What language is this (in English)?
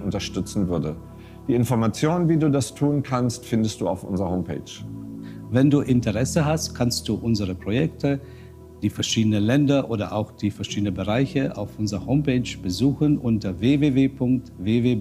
German